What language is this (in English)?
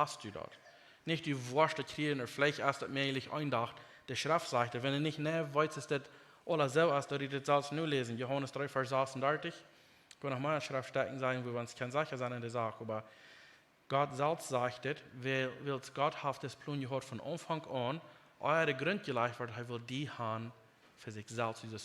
Plautdietsch